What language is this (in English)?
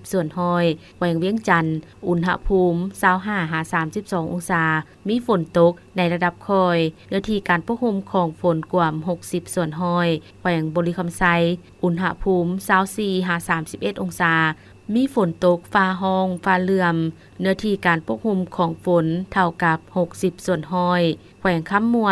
Lao